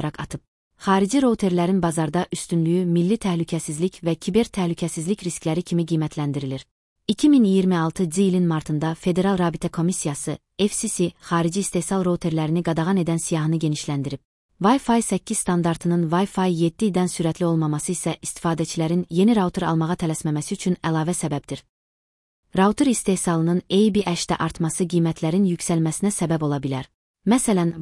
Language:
Azerbaijani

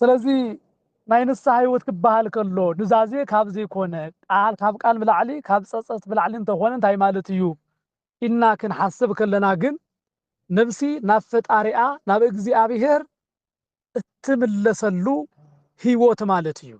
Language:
Tigrinya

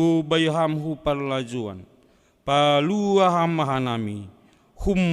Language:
Batak Simalungun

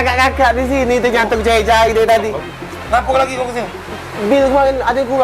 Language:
Musi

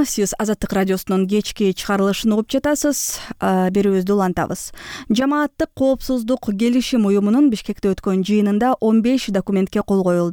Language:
Kyrgyz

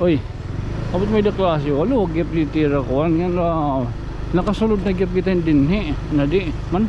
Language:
Waray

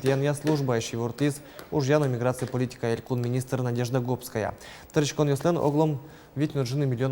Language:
Udmurt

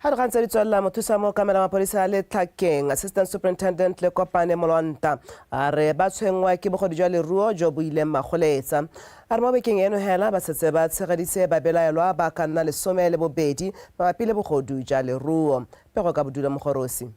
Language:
Tswana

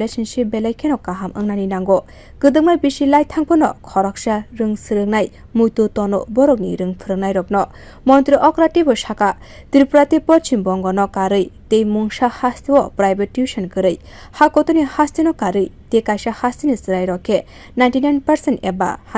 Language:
Kok Borok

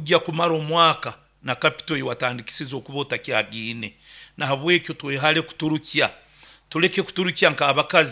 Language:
Nyankole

